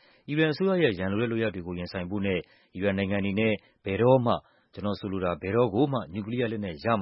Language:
Burmese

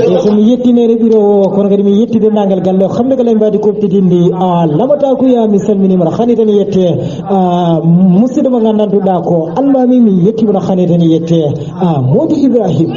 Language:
Fula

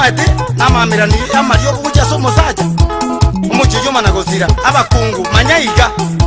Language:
Gusii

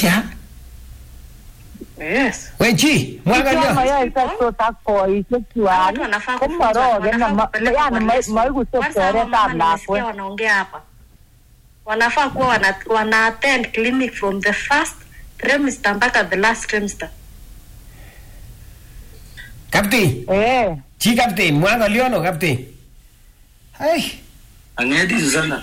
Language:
Swahili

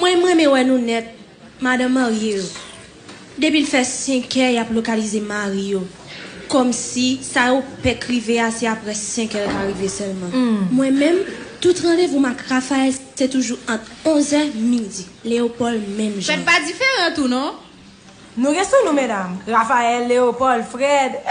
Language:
Haitian Creole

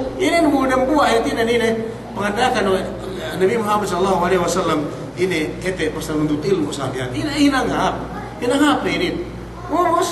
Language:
Yakan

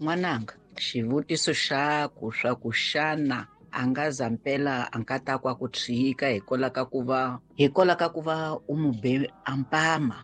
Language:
Tsonga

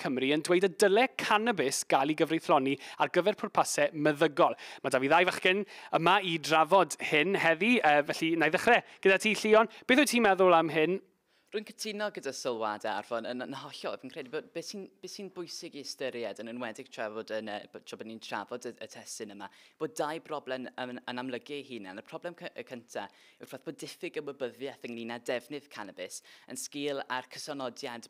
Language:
Welsh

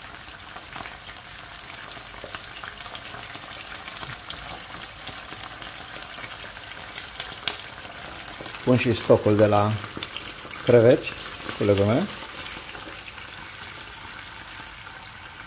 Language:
Romanian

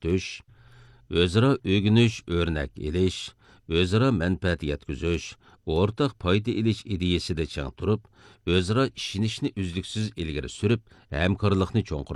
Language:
Uyghur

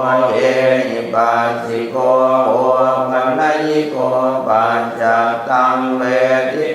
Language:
Pali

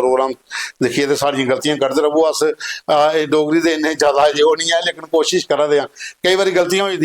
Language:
Dogri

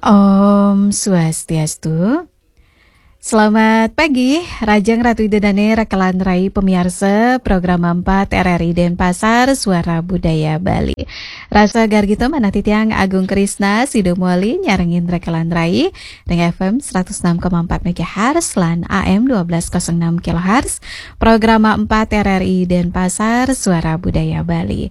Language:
Balinese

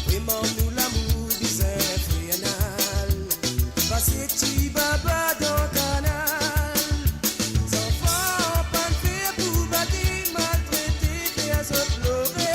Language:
Morisyen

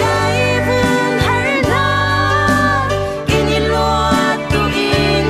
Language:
Falam Chin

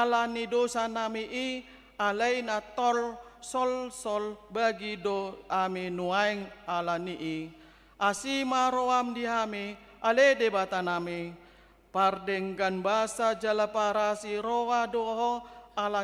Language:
Batak Toba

